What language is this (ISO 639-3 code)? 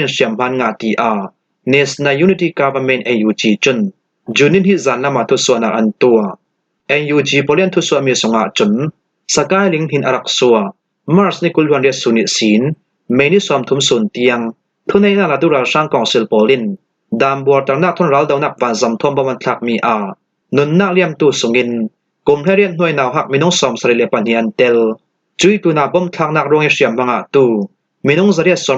cfm